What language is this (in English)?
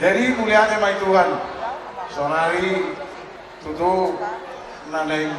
Batak Toba